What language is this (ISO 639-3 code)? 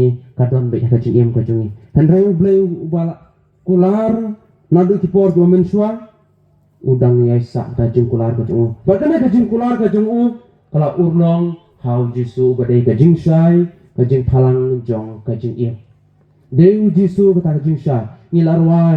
kha